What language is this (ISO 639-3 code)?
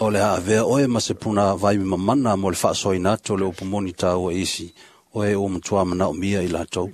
smo